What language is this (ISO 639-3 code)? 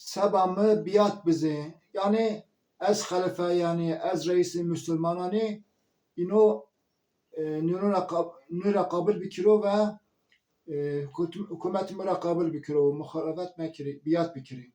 zza